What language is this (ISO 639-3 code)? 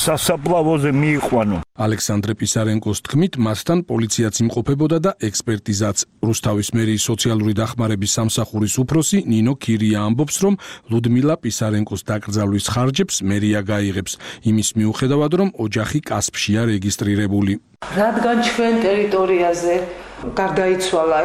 kat